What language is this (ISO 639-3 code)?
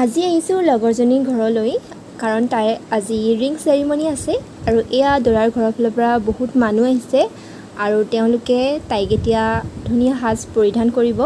asm